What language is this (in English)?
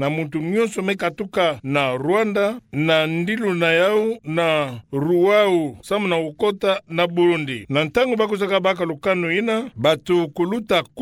Kituba (Democratic Republic of Congo)